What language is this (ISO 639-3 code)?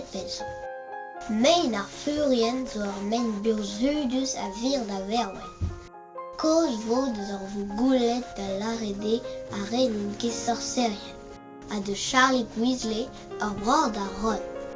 bre